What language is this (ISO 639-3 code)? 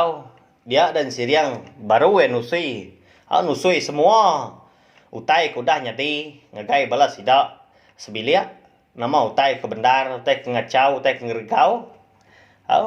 iba